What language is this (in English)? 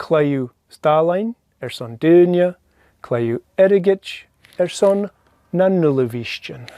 Scottish Gaelic